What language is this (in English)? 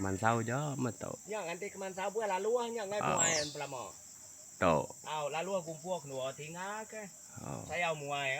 Iban